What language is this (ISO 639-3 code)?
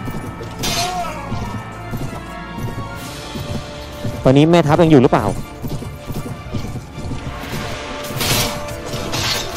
tha